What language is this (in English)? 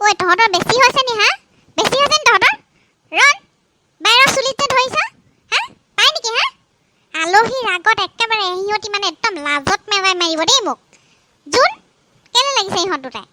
Assamese